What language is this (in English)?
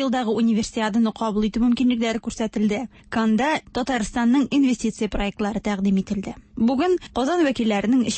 Tatar